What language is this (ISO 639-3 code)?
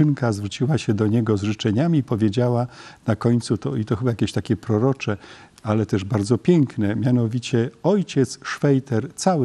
pol